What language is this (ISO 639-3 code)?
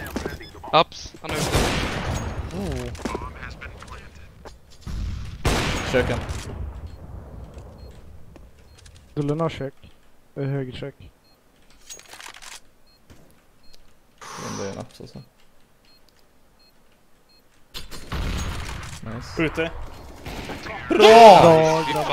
swe